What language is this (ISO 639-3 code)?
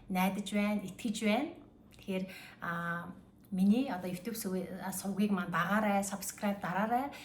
mon